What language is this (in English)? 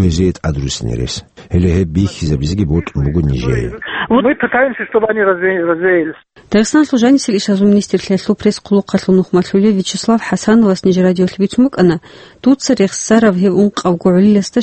Avaric